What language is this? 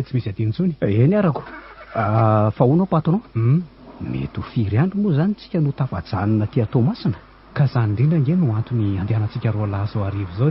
Malagasy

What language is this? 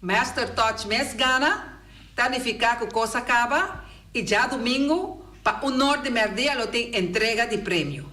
Papiamento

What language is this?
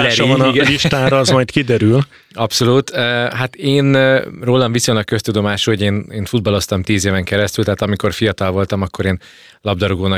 Hungarian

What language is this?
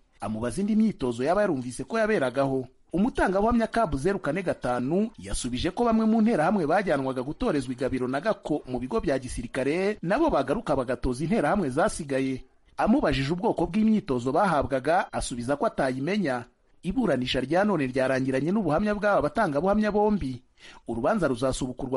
Kinyarwanda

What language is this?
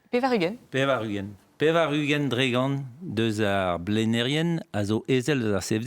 Breton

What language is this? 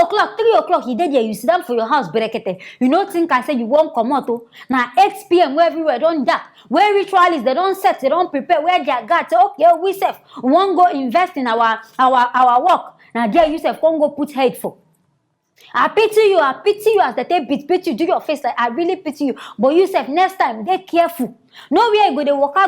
Nigerian Pidgin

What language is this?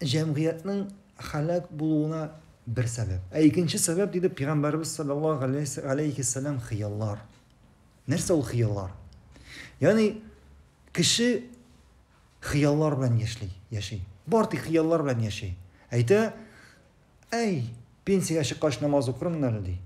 Tatar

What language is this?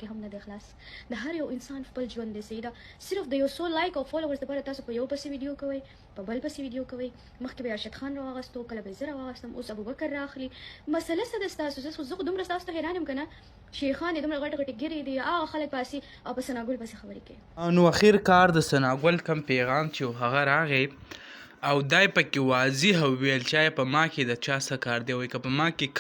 Pashto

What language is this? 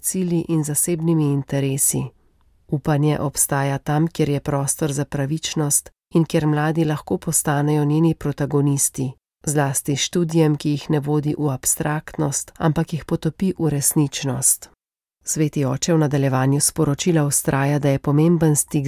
Slovenian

